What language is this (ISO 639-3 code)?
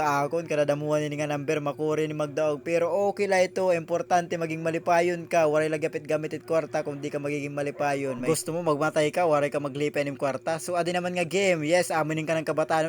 war